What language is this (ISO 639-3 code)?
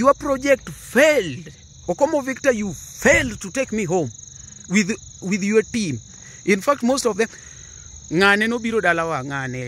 luo